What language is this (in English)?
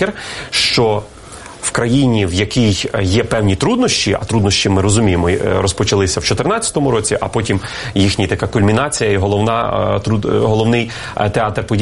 Ukrainian